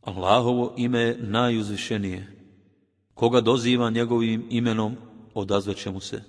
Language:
Bosnian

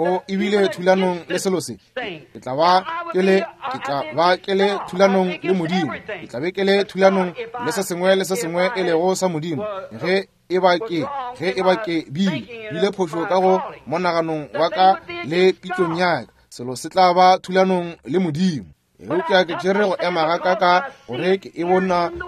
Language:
Northern Sotho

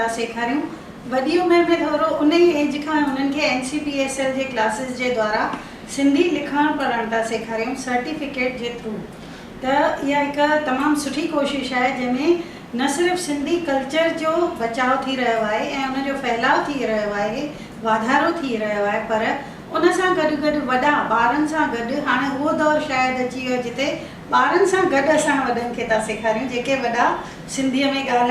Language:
Sindhi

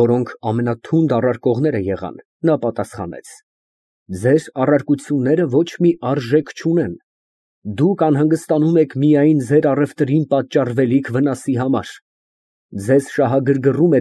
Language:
Armenian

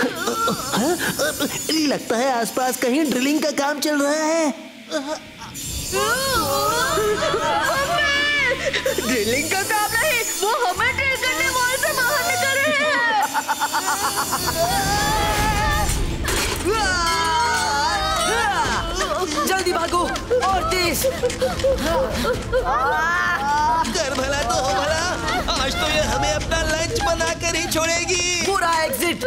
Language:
Hindi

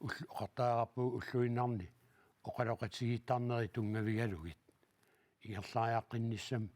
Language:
Kalaallisut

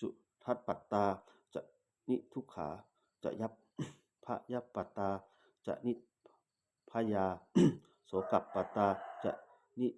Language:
Pali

